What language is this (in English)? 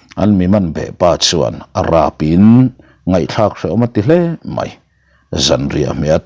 Mizo